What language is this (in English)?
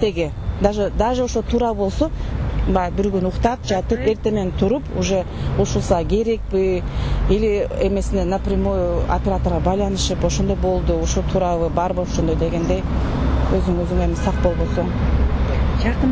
Kyrgyz